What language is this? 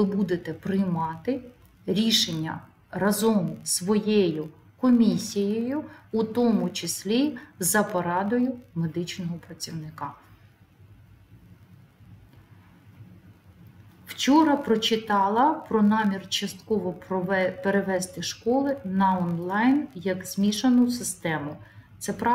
Ukrainian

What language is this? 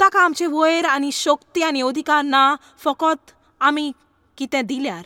Konkani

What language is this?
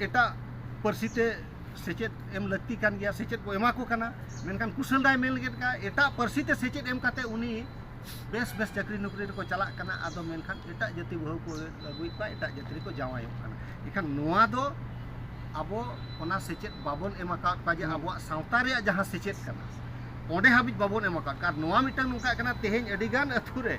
Santali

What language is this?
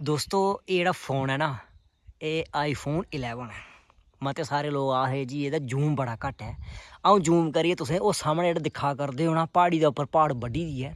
Dogri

